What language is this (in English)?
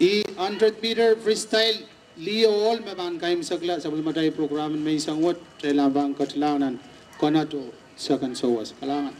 Pohnpeian